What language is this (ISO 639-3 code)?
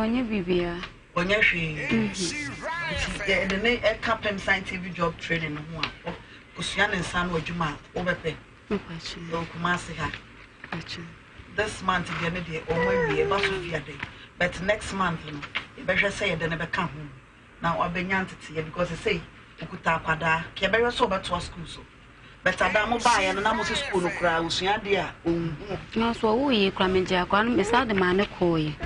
aka